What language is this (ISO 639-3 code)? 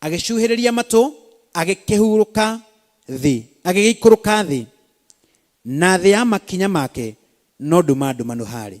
kik